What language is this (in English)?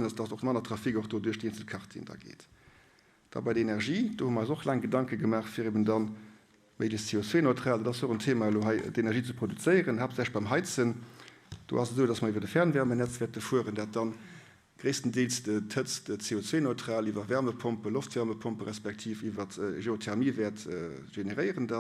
Luxembourgish